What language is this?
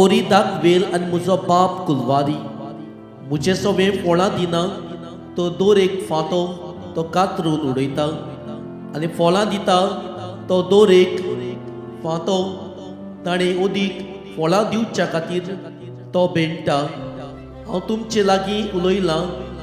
Konkani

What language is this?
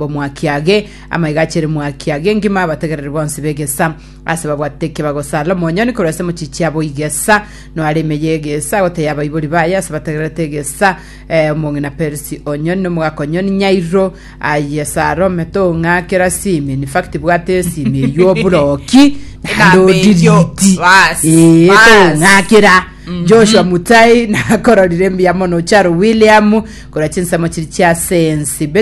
Gusii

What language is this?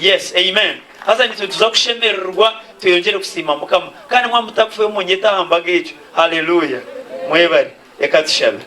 Nyankole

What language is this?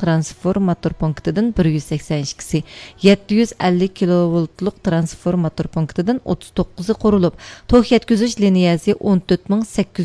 Uyghur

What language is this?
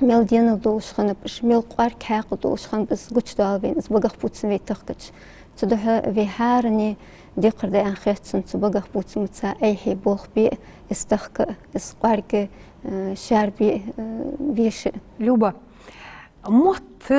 Ingush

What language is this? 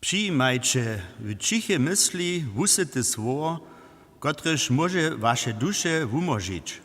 Upper Sorbian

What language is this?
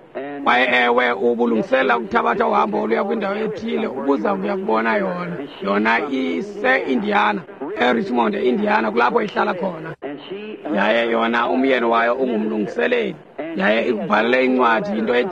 Xhosa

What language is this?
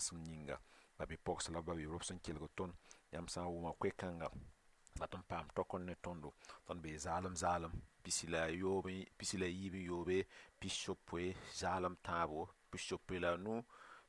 Mossi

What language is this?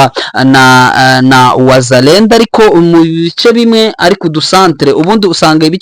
Kinyarwanda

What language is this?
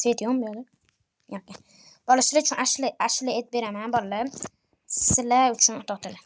Uzbek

